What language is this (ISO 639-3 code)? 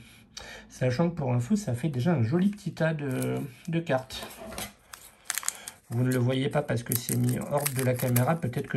fra